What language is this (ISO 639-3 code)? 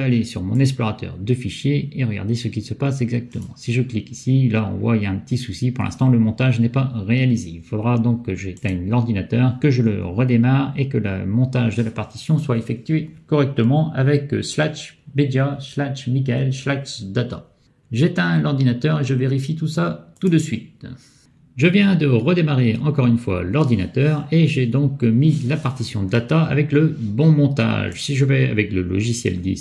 fra